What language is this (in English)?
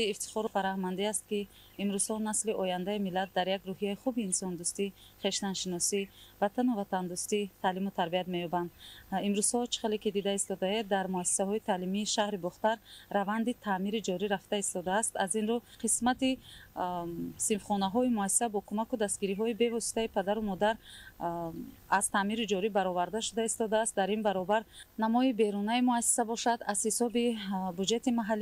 Tajik